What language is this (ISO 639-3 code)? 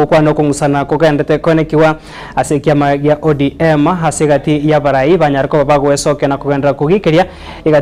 guz